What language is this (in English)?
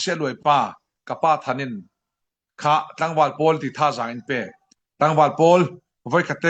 Falam Chin